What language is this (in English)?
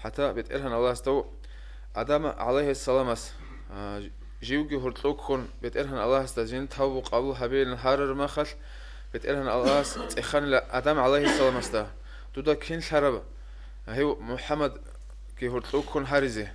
Avaric